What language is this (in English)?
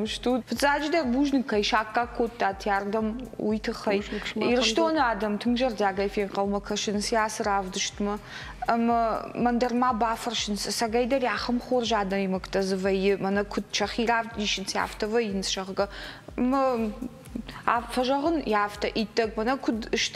Ossetic